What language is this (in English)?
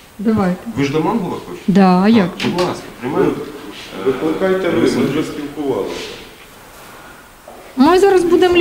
Ukrainian